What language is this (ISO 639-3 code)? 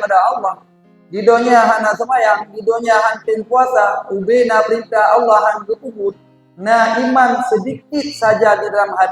ace